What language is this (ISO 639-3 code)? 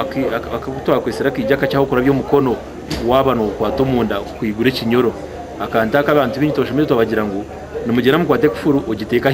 nyn